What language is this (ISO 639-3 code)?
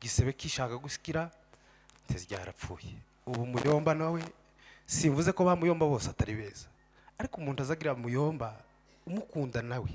kin